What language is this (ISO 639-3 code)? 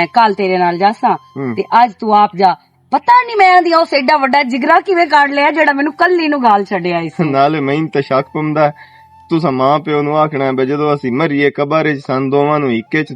lah